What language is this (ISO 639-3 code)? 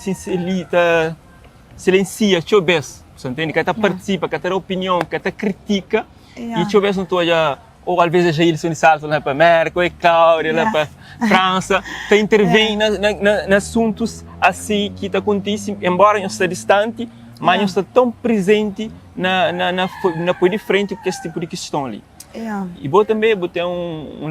kea